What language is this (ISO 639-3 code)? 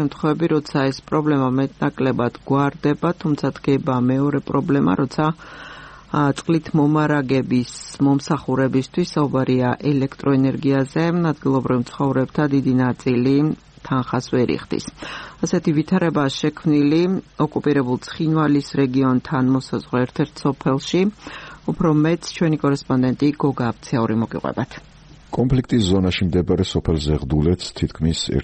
kat